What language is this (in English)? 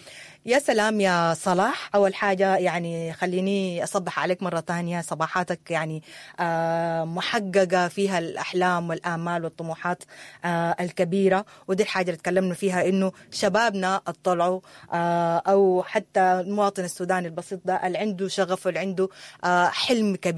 Sudanese Arabic